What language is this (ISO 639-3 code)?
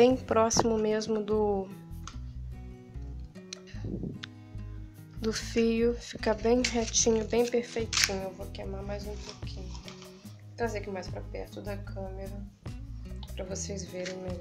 por